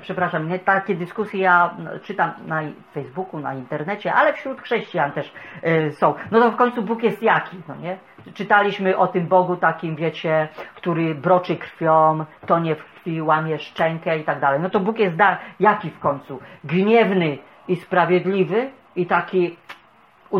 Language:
Polish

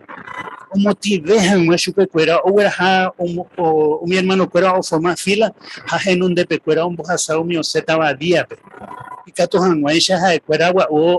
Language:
Guarani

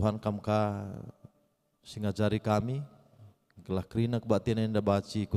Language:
Batak Karo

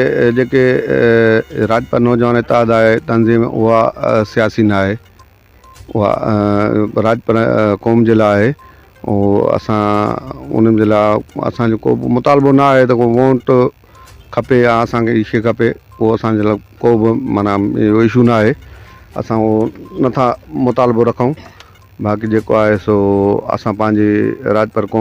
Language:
Sindhi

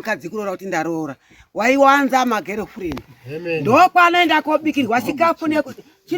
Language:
Shona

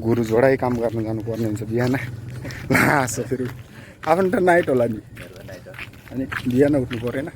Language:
Nepali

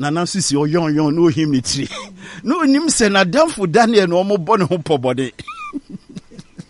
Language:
Akan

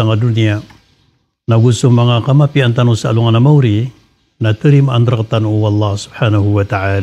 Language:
Maranao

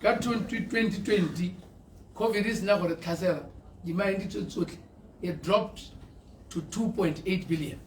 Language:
Tswana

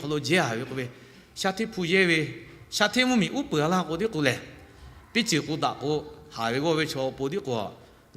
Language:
Lahu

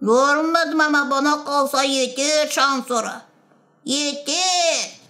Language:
Gagauz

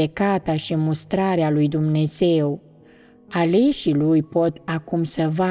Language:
Romanian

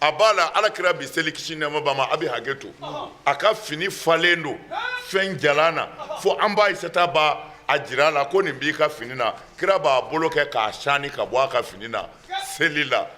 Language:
Bambara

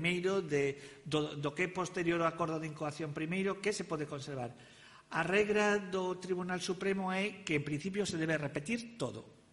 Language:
Galician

